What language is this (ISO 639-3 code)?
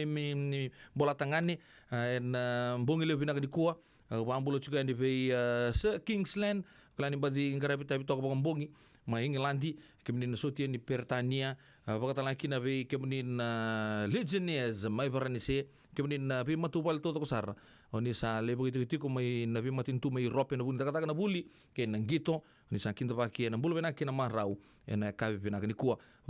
fij